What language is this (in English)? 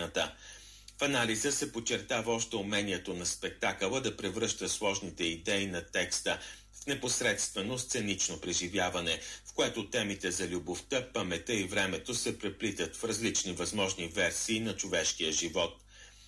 Bulgarian